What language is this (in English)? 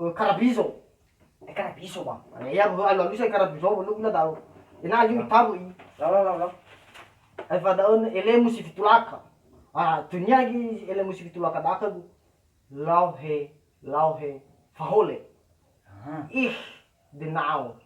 Nias